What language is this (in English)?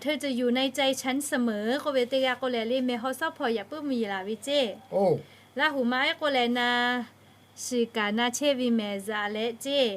Lahu